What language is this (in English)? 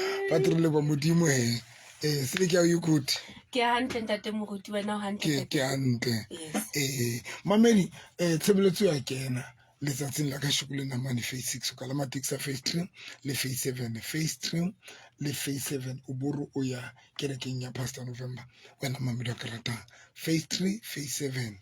Southern Sotho